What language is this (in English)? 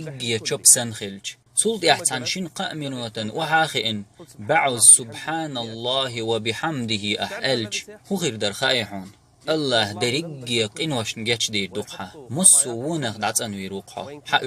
Chechen